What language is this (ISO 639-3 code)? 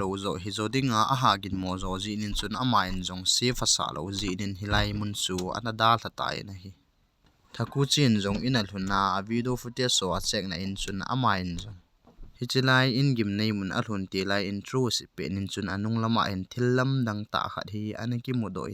tcz